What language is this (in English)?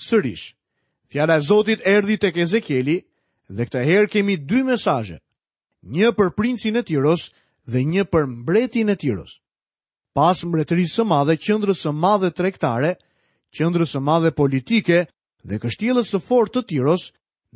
Albanian